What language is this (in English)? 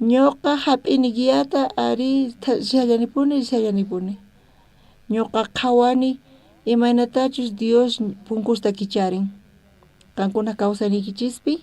South Bolivian Quechua